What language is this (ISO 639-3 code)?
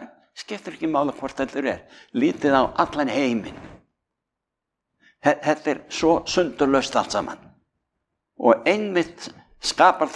isl